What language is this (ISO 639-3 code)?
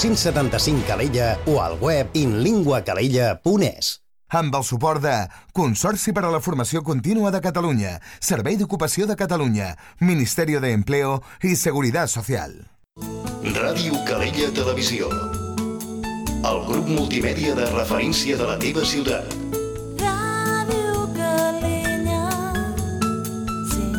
cat